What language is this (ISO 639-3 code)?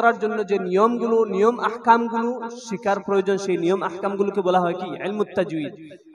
ben